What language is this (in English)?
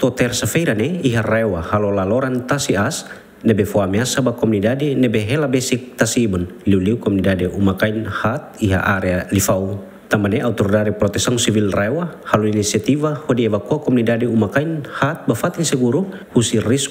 Tetum